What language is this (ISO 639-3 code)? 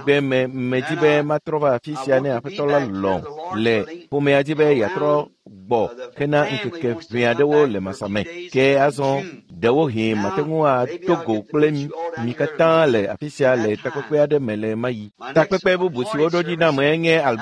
ewe